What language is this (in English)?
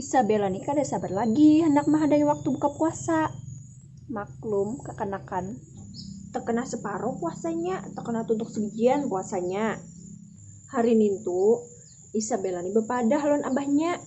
Banjar